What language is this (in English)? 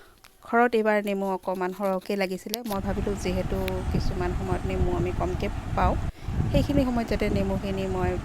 Assamese